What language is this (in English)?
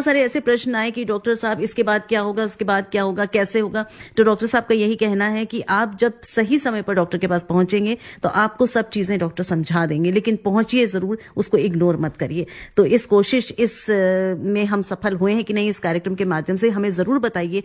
Hindi